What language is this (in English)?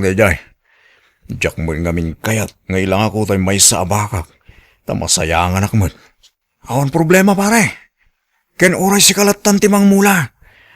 Iloko